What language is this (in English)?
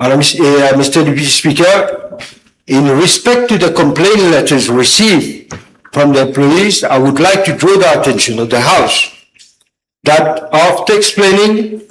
Morisyen